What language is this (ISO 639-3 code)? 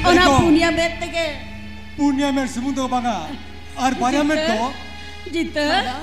sat